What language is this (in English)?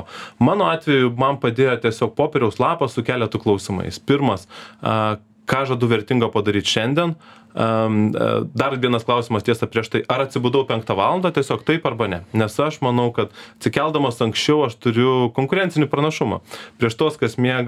Lithuanian